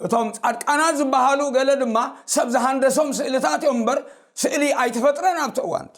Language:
Tigrinya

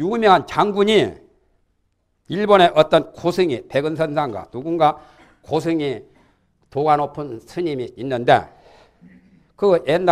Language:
Korean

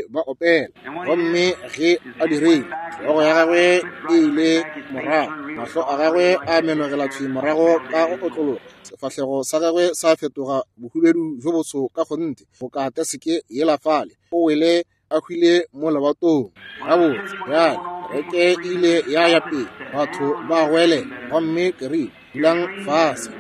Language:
Northern Sotho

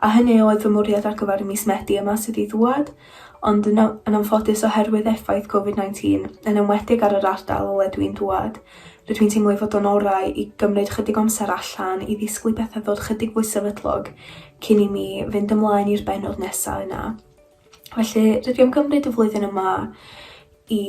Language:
Welsh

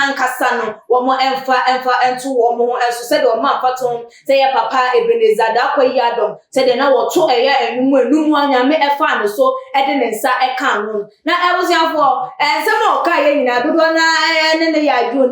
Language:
Akan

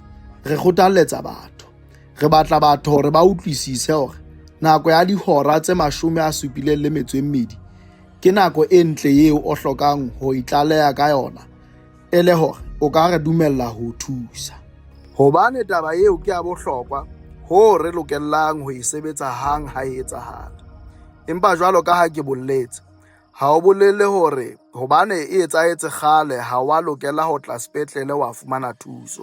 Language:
Southern Sotho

